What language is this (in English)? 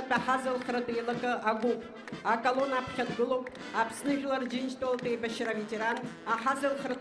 Abkhazian